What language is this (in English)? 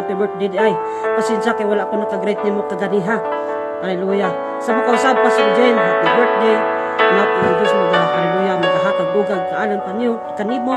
Cebuano